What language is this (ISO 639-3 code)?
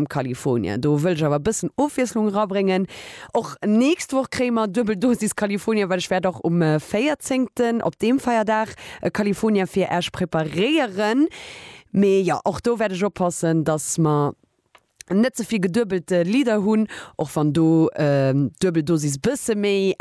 ltz